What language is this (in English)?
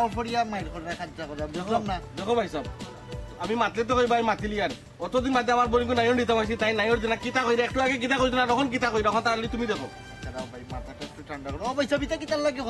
Sylheti